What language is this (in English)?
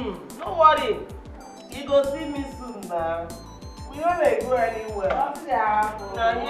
Nigerian Pidgin